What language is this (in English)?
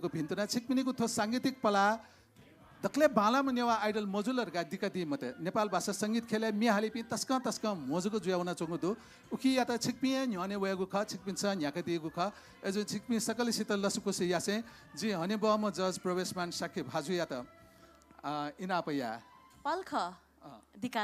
Newari